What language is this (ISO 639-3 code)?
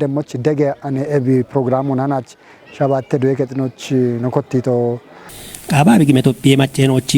kbr